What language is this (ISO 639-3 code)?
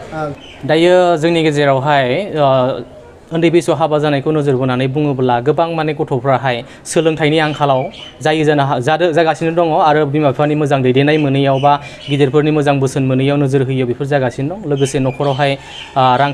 brx